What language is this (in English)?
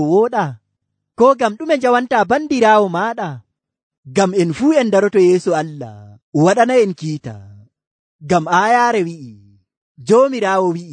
Nigerian Fulfulde